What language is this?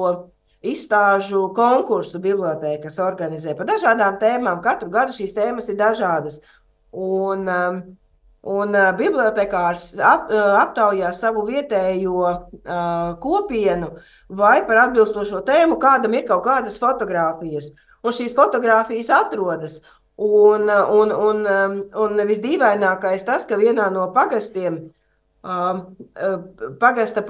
Latvian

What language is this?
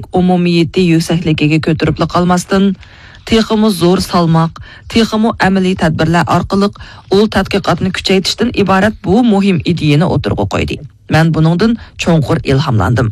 Uyghur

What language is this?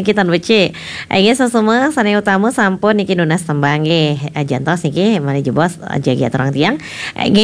Balinese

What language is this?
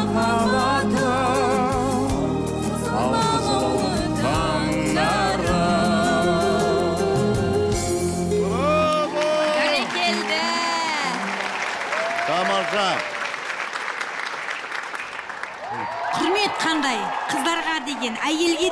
Kazakh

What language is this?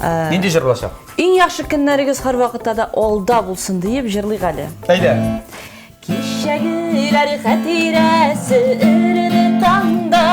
Tatar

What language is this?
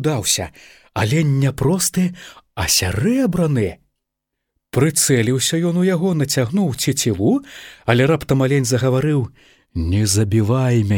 Belarusian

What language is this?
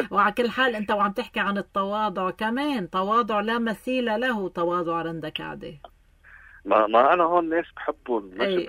North Levantine Arabic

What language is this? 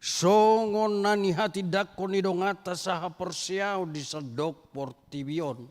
Batak Toba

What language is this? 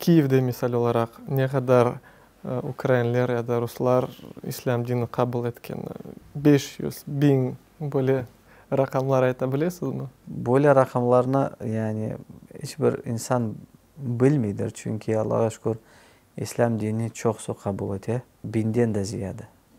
Crimean Tatar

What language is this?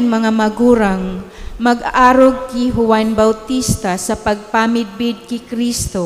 Bikol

